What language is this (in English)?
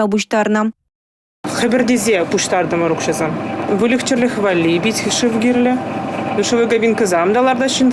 Chuvash